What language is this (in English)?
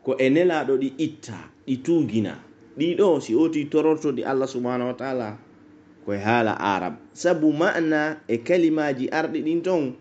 Pular